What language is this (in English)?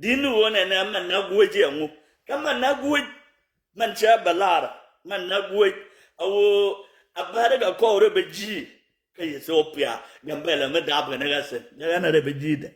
Nuer